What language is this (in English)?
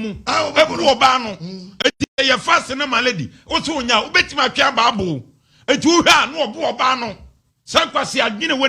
Akan